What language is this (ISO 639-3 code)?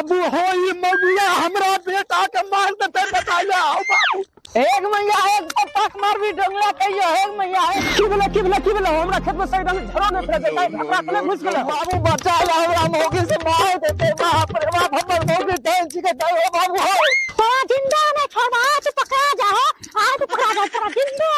mai